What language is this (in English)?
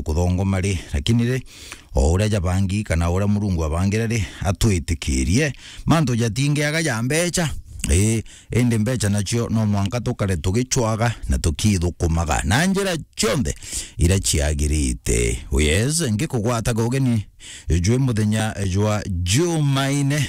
Meru